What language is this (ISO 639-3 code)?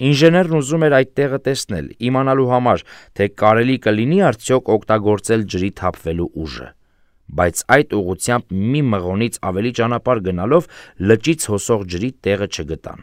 hye